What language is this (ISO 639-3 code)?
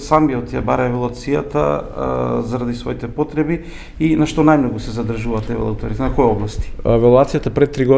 mkd